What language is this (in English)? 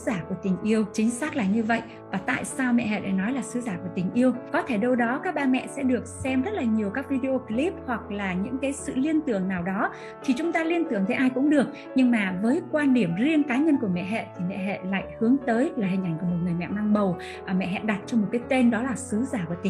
Vietnamese